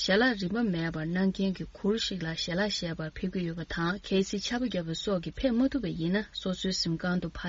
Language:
Tibetan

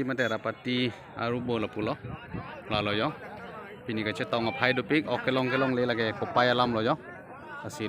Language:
Karbi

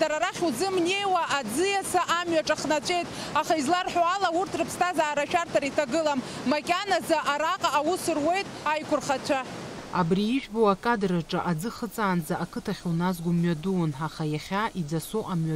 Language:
Abkhazian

